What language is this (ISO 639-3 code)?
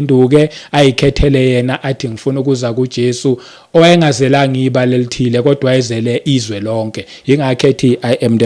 zul